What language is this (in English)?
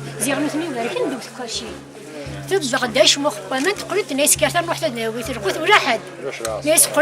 Kabyle